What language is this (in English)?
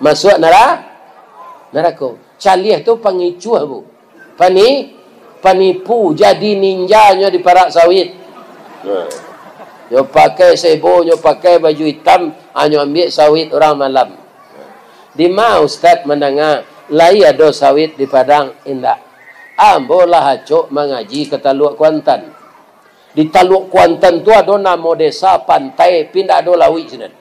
Minangkabau